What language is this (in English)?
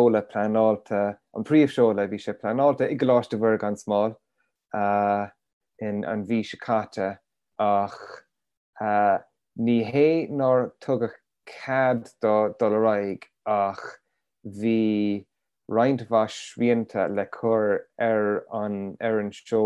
Irish